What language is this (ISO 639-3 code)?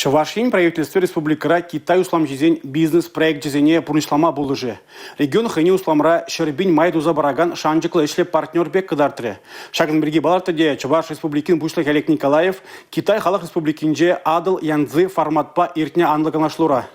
chv